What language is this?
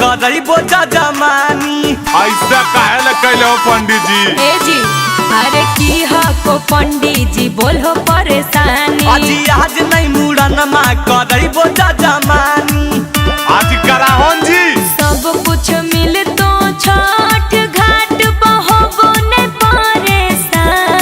Magahi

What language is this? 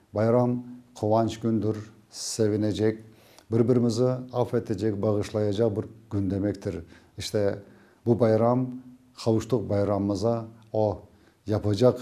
Crimean Tatar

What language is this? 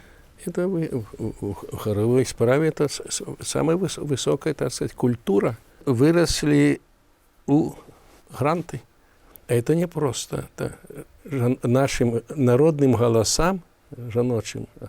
Belarusian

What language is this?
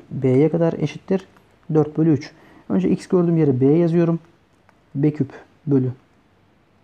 Turkish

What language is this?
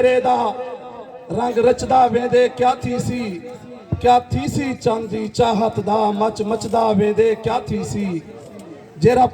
Saraiki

